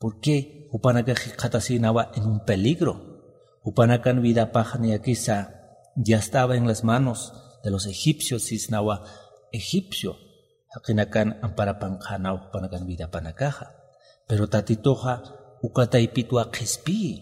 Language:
Aymara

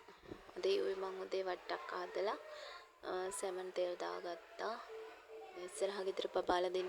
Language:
Sinhala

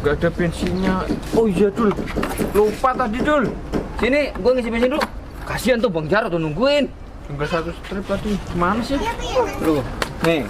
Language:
Betawi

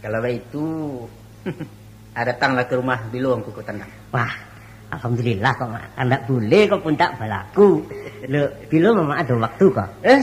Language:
Minangkabau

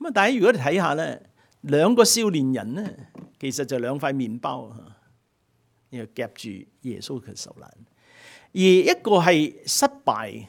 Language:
Cantonese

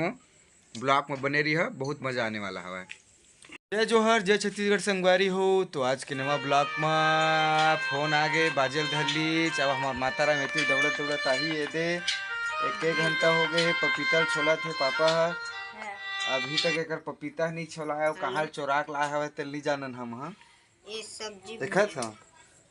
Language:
Chhattisgarhi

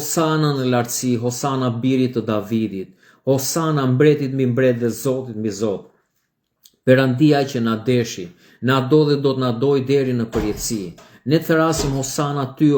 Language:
Albanian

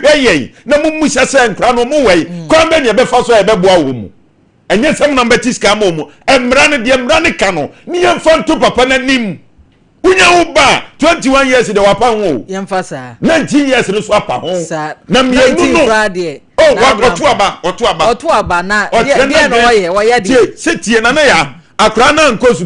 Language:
Akan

